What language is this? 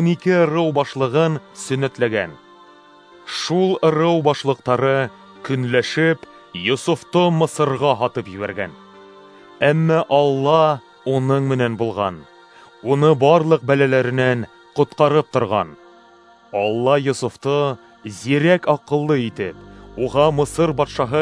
Bashkir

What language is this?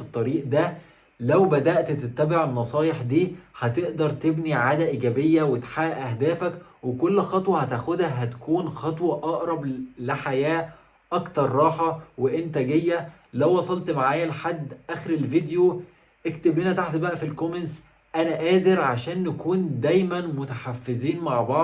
Egyptian Arabic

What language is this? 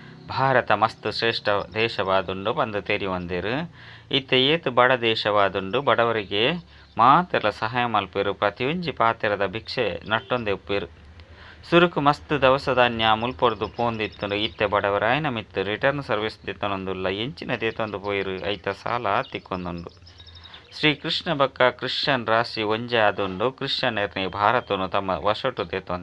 Tulu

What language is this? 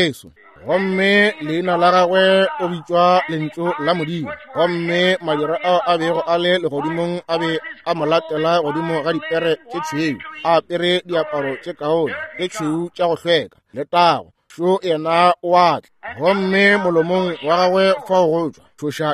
Northern Sotho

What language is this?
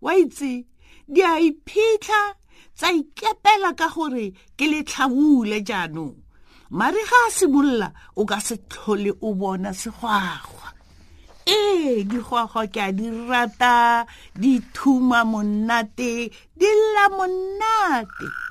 Tswana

